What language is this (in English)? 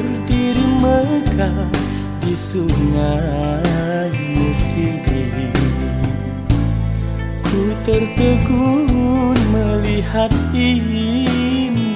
Indonesian